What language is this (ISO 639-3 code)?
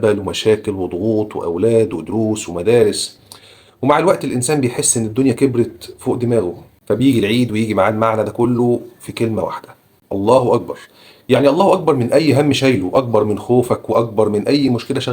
arz